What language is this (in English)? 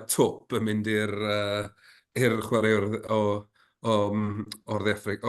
Welsh